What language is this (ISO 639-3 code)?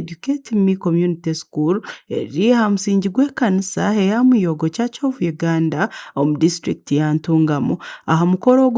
nyn